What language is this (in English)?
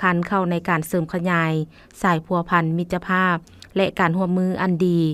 Lao